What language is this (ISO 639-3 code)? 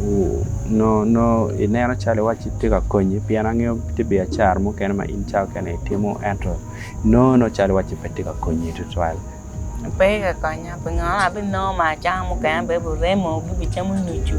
ach